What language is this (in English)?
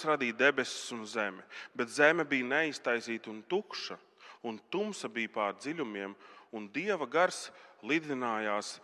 Latvian